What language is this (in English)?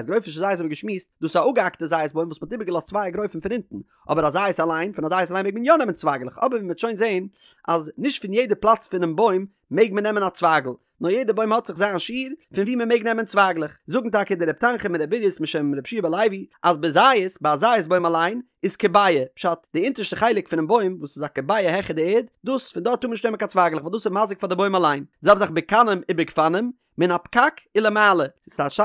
Yiddish